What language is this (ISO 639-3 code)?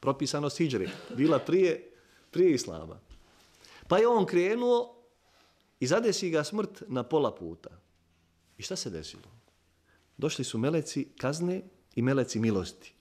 bos